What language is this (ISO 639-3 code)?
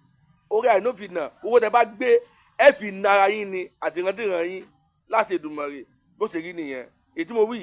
yor